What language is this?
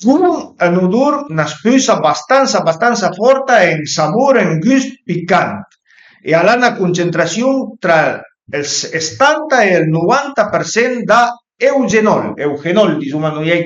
Piedmontese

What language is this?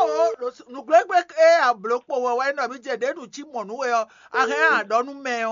Fon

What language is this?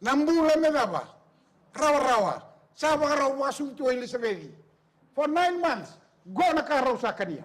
Fijian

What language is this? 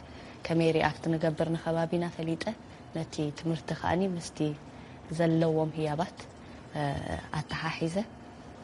Tigrinya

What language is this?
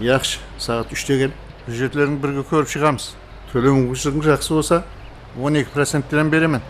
Kara-Kalpak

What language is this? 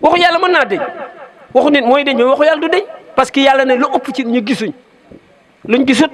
Wolof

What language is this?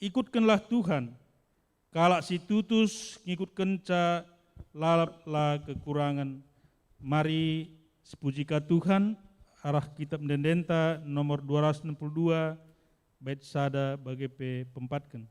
Batak Karo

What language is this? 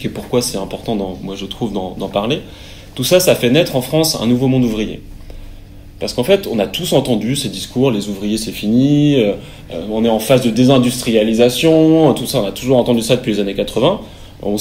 French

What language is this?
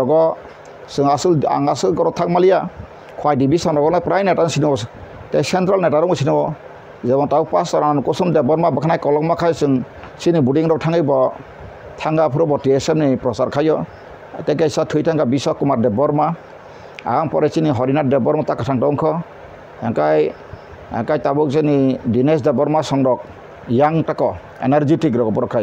Kok Borok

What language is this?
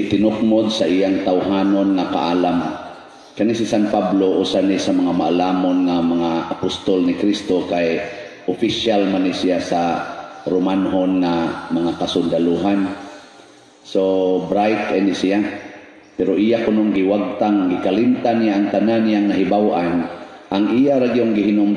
Cebuano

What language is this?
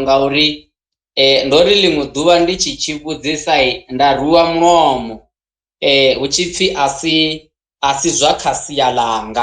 Venda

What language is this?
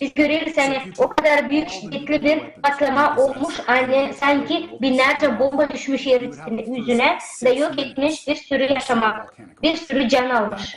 Gagauz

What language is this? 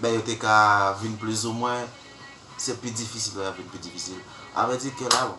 Haitian Creole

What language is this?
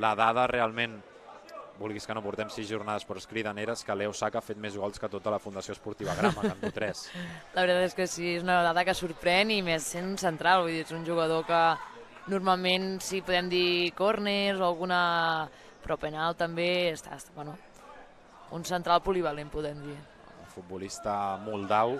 Catalan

